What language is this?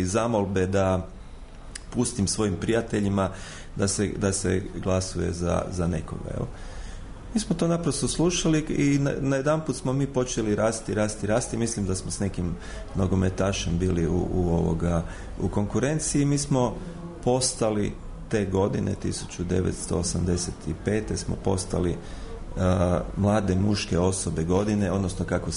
Croatian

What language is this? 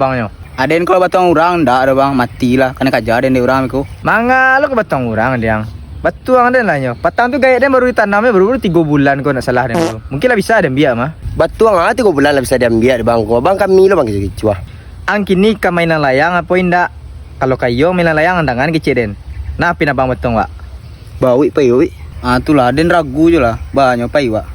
Minangkabau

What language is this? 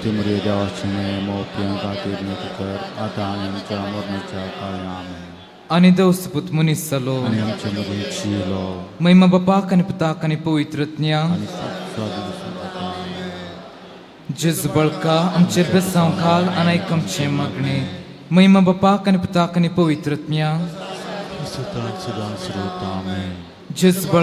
Konkani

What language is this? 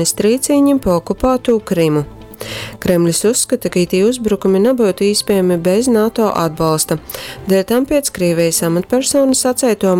Latgalian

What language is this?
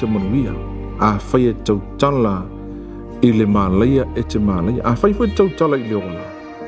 Samoan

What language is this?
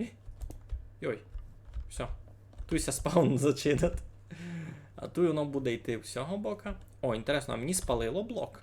Rusyn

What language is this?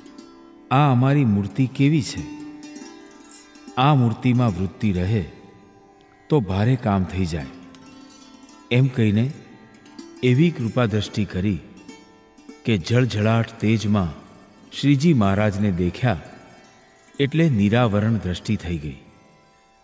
Gujarati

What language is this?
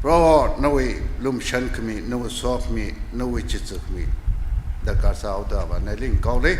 Tangkhul Naga (India)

